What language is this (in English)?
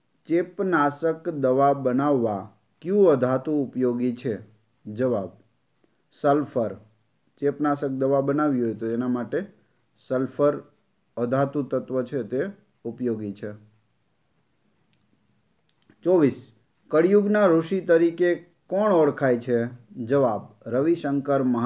Gujarati